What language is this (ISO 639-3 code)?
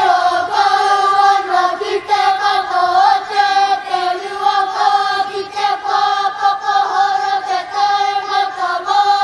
mri